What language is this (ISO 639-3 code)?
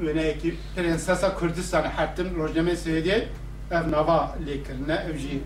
kur